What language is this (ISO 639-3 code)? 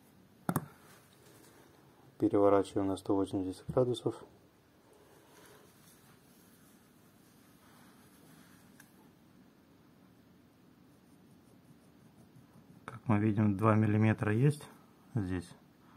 rus